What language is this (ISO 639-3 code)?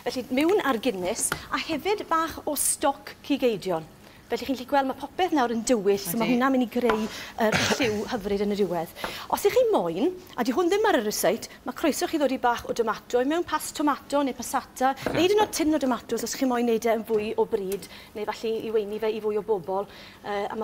cym